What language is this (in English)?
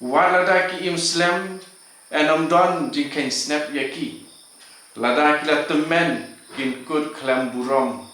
Khasi